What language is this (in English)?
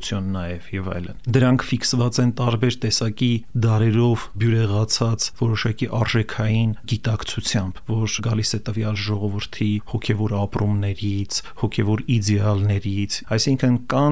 Armenian